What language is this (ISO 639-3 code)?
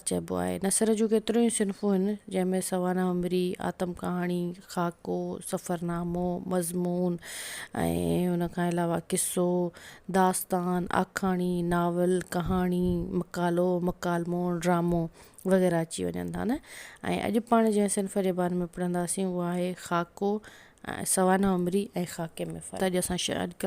snd